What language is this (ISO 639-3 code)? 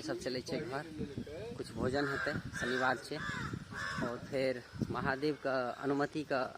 mai